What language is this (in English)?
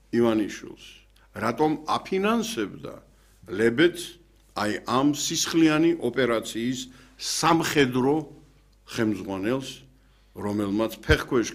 Georgian